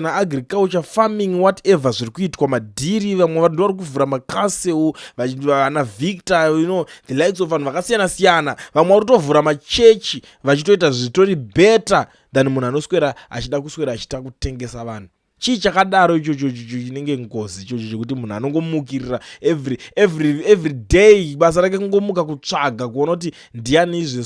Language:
Shona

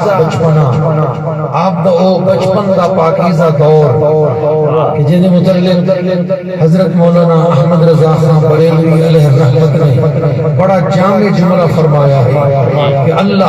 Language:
Saraiki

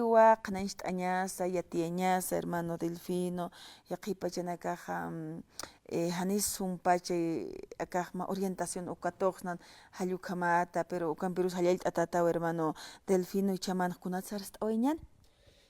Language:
Aymara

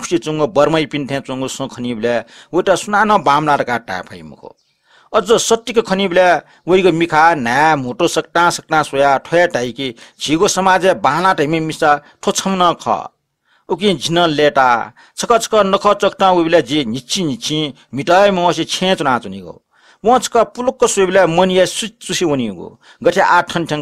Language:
Newari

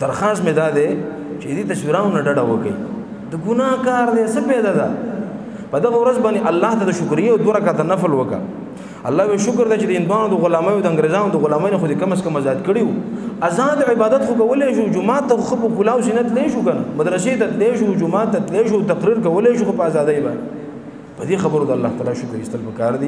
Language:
Pashto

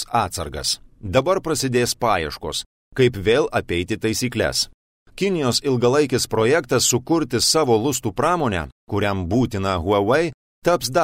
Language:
Lithuanian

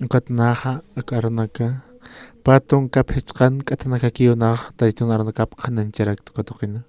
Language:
Aymara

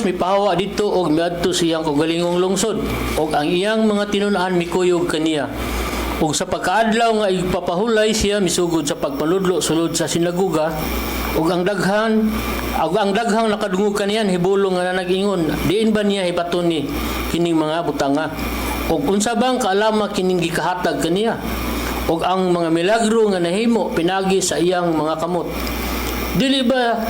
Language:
Cebuano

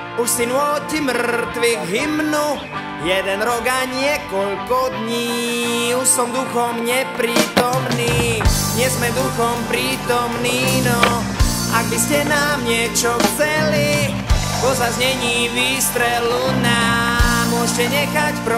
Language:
Slovak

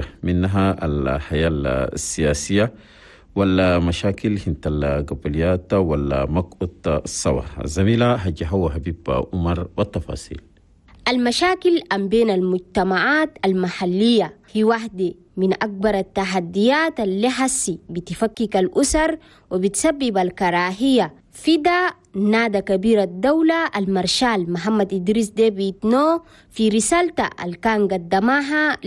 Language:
Chadian Arabic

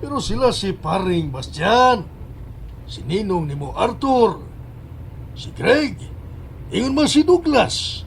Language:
Cebuano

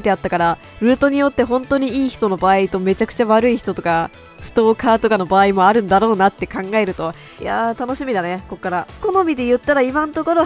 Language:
Japanese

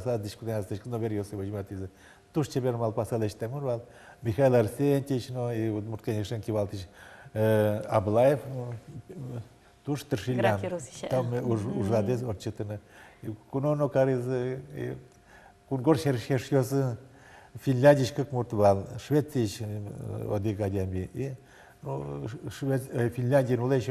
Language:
Udmurt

